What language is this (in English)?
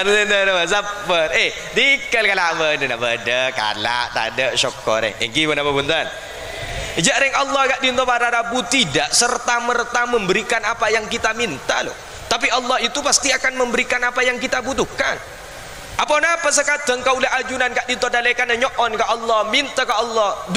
Madurese